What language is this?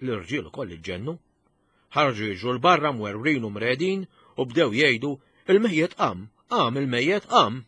Maltese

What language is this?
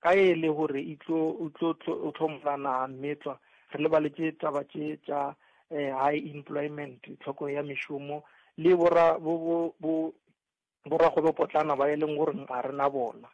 Northern Sotho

